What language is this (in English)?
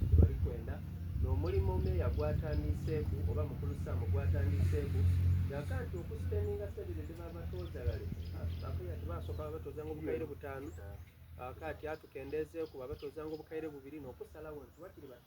Soga